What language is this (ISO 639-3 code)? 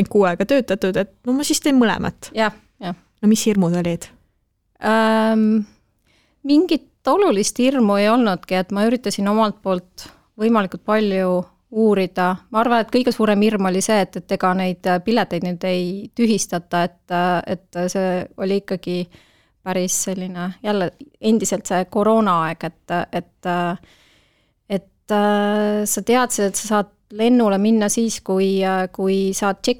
est